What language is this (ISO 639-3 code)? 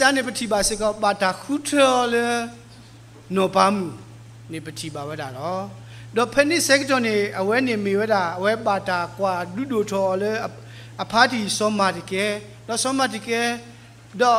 ksw